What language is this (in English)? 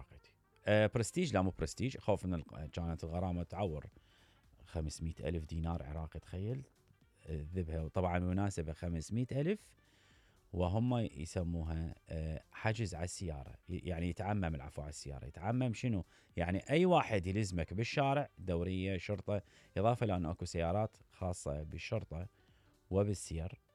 Mesopotamian Arabic